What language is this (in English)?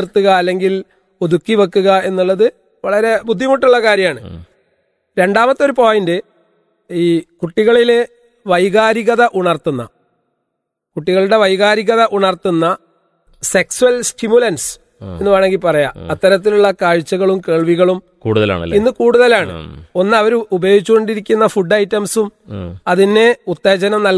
Malayalam